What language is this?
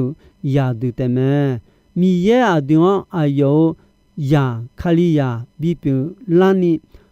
Akha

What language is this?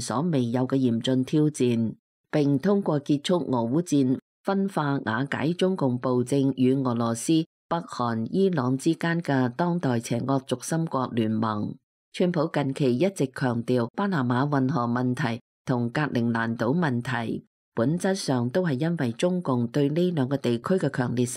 Cantonese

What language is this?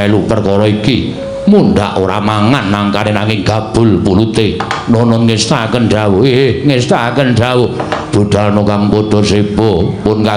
Javanese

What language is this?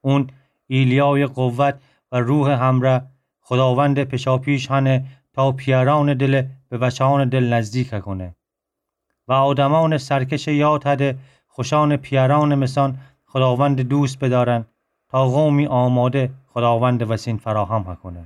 Gilaki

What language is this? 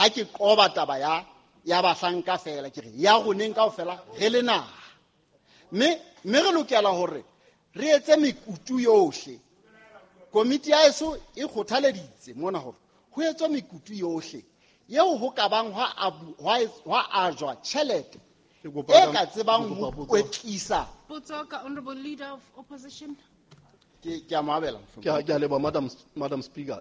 Southern Sotho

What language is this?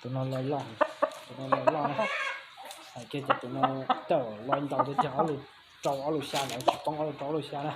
Hmong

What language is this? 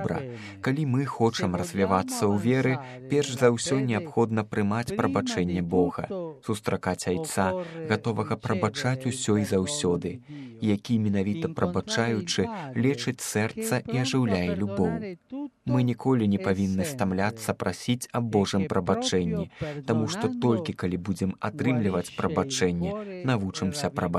Belarusian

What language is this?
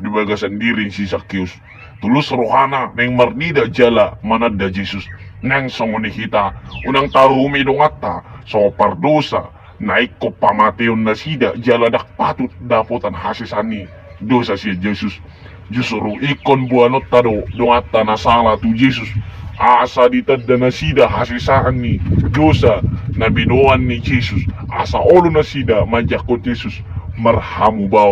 Batak Toba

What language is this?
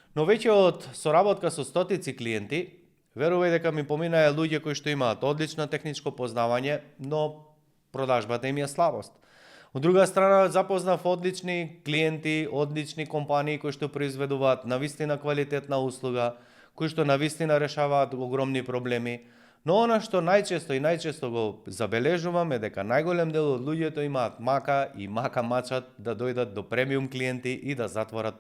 Macedonian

